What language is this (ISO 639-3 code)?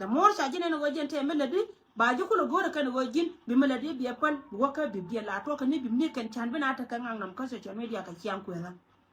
nus